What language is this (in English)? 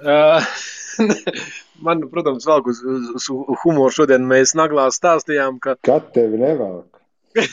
Latvian